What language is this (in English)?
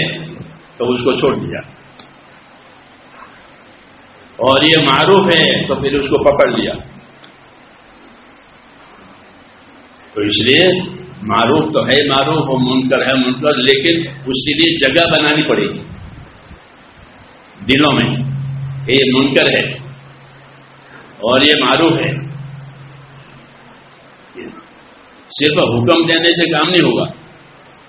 Urdu